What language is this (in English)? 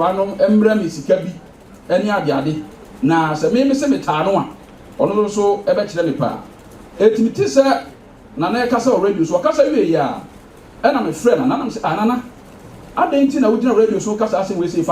Akan